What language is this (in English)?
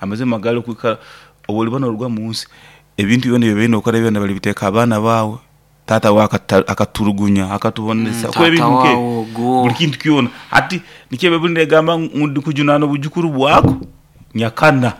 Nyankole